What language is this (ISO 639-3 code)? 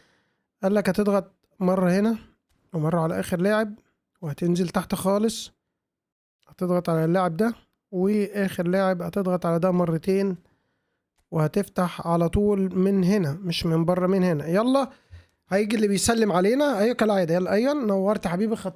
arz